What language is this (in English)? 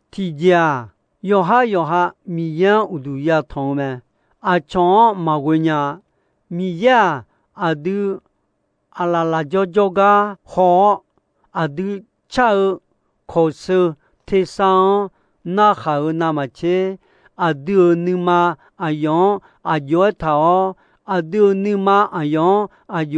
Akha